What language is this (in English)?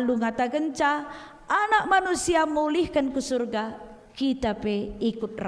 Batak Karo